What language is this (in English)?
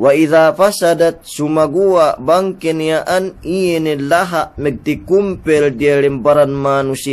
Yakan